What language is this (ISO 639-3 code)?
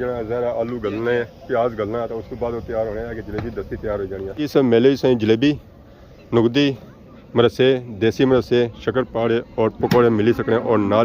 phr